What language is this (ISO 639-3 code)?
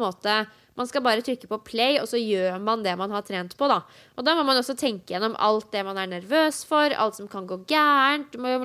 nor